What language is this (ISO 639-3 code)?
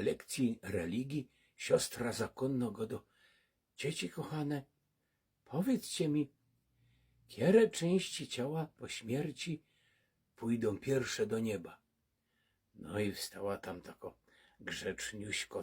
szl